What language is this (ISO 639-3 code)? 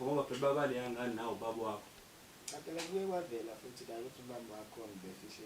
zul